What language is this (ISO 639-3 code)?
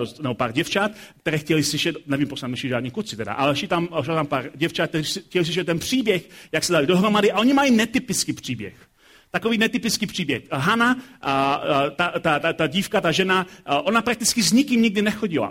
ces